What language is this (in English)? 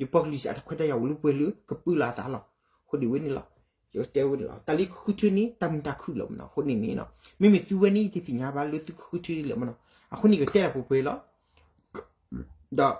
S'gaw Karen